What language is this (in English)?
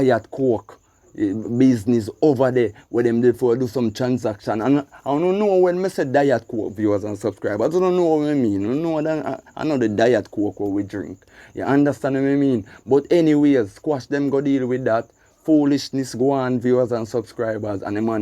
Jamaican Creole English